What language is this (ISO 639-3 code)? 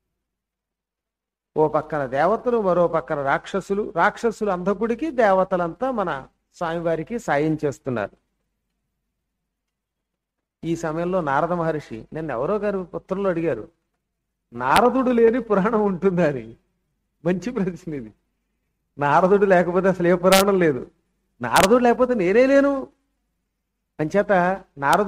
tel